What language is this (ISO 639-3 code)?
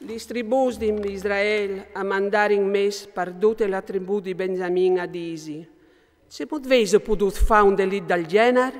fur